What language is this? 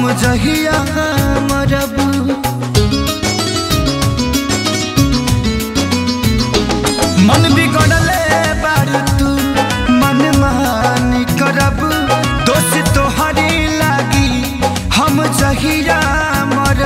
Bhojpuri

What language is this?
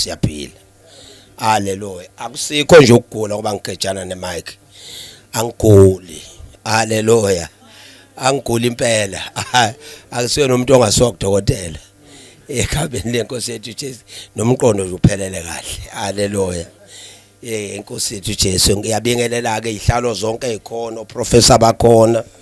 Zulu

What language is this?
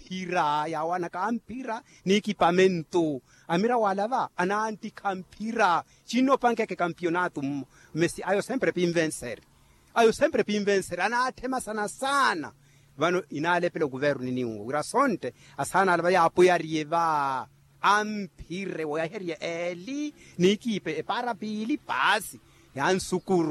Makhuwa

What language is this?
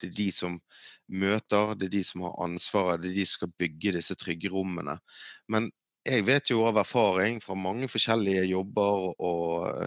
Norwegian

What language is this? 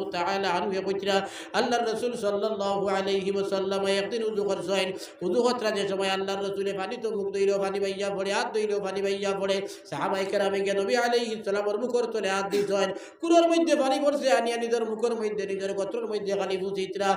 Sylheti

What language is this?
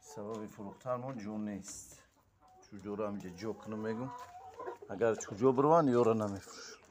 Tajik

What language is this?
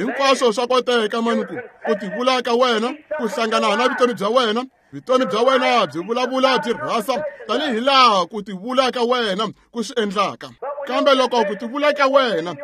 Tsonga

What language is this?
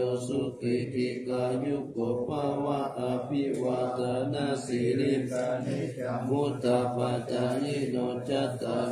Pali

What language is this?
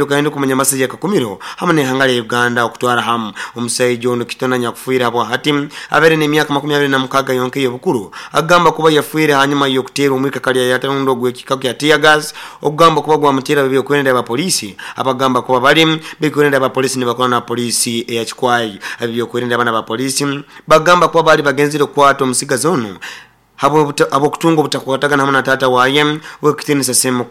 Nyoro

